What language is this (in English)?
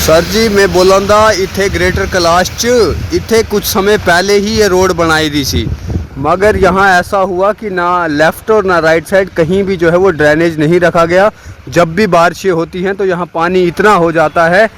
Dogri